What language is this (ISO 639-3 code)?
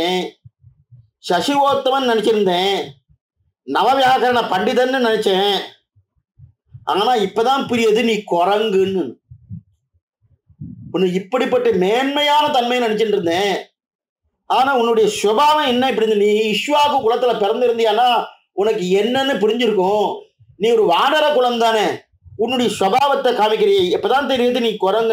tam